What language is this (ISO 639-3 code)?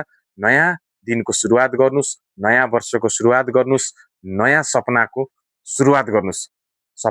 nep